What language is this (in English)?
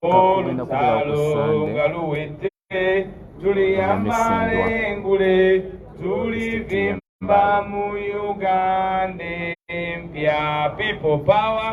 Ganda